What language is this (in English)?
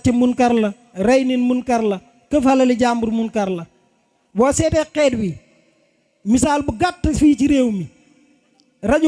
Wolof